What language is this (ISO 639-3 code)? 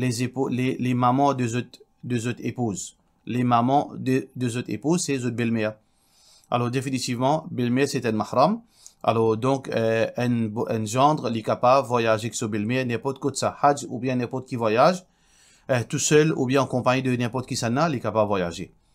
mfe